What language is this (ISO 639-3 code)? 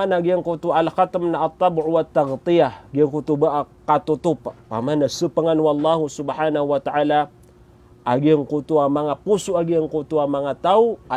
mrw